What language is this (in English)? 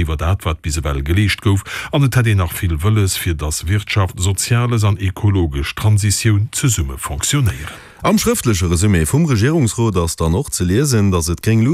Luxembourgish